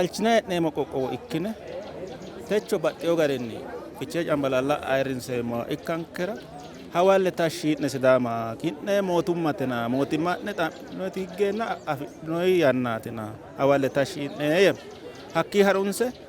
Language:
Sidamo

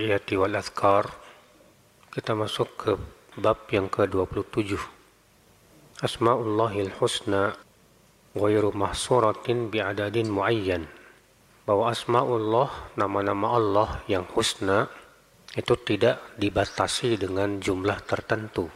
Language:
Indonesian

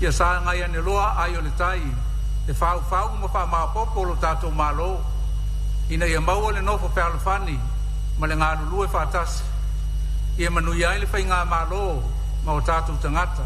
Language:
Samoan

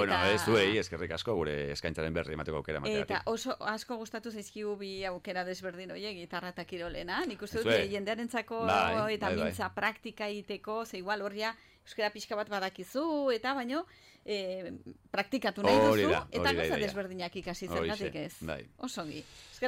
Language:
Basque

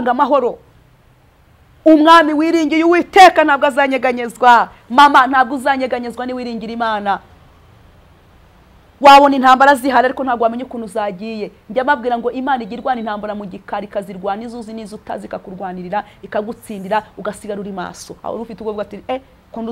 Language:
Kinyarwanda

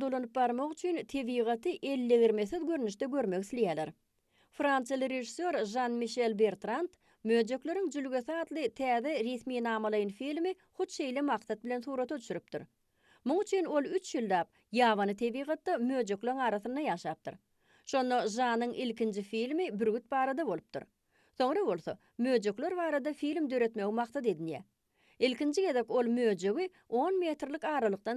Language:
Turkmen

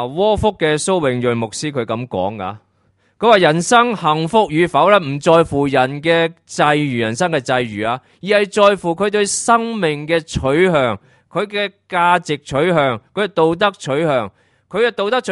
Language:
Cantonese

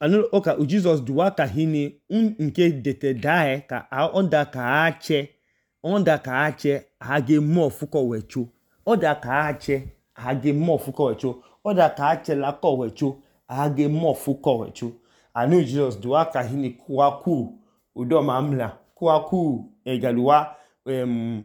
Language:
Idoma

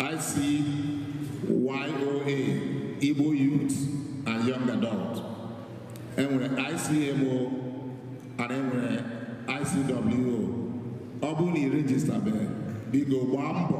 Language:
Igbo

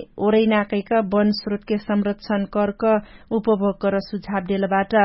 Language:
Dangaura Tharu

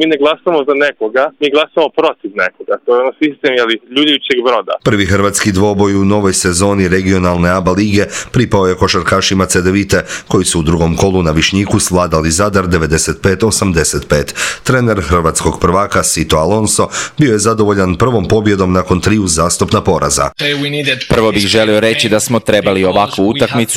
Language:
Croatian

